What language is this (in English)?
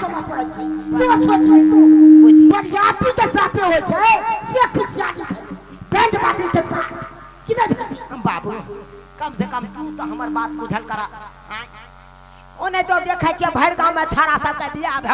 Maithili